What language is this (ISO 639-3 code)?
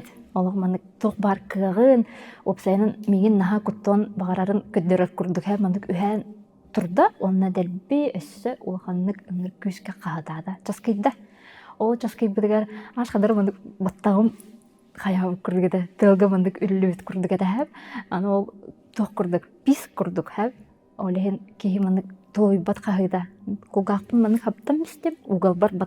sah